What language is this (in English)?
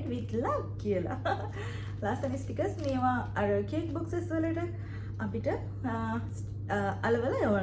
Sinhala